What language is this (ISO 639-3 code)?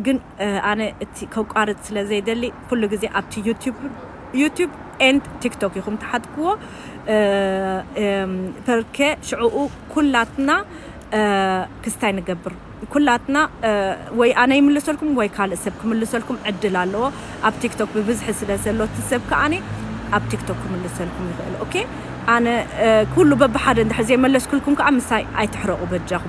tir